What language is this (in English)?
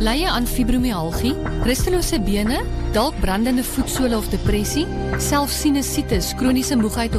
Afrikaans